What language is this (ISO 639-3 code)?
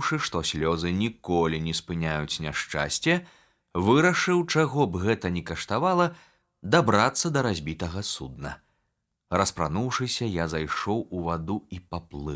bel